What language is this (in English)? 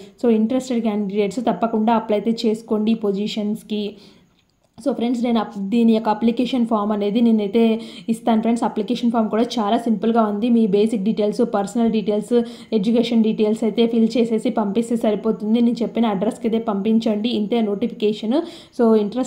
Telugu